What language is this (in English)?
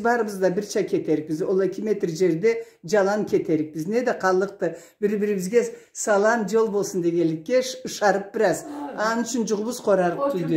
Karachay-Balkar